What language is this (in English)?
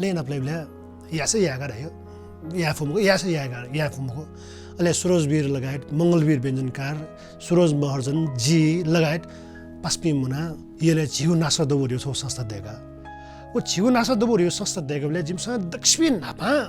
Newari